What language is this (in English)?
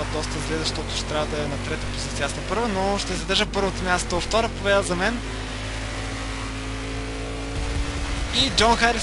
Bulgarian